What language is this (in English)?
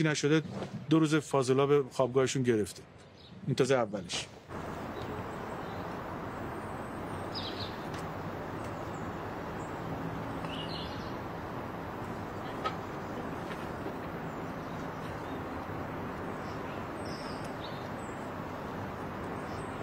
Persian